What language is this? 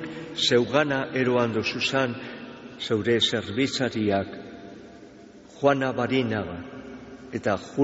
Basque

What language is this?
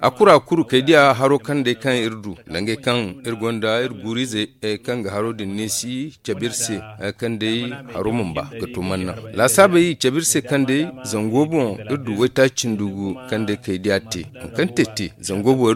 Zarma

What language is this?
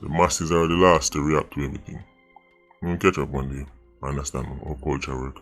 Jamaican Creole English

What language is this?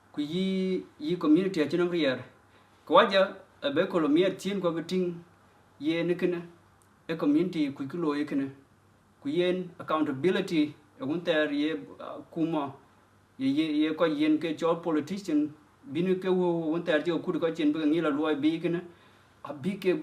Dinka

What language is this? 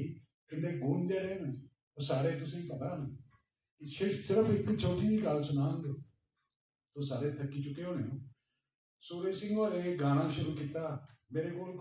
Dogri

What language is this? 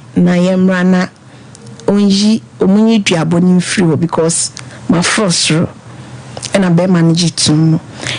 Akan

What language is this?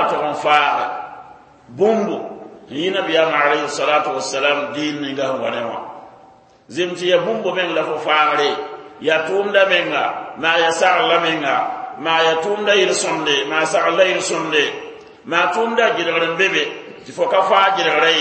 Mossi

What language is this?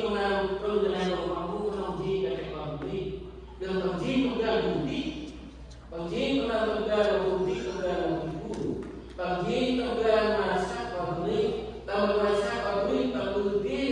Central Mnong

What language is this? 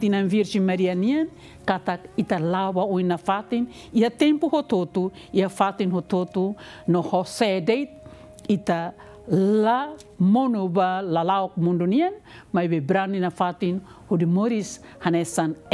Tetum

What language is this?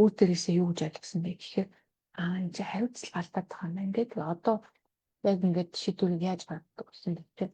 Mongolian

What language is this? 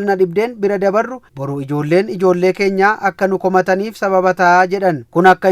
Oromo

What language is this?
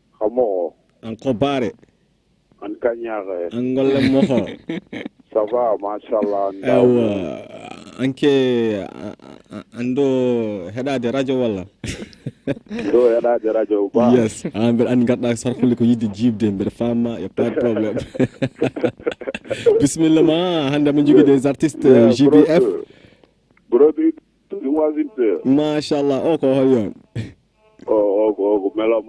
Fula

